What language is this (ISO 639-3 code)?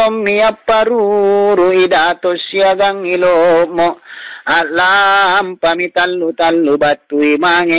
mak